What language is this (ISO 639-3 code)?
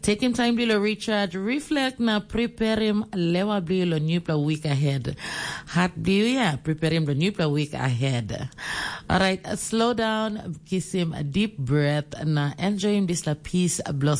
tpi